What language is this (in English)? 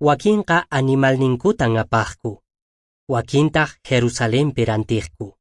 Quechua